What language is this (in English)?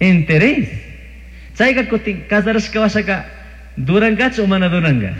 Chimborazo Highland Quichua